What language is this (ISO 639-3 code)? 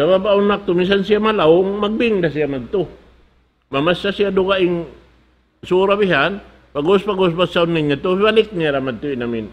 tsg